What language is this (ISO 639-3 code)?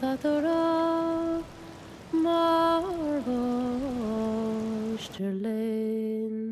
gla